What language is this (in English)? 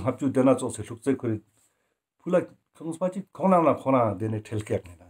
Ladakhi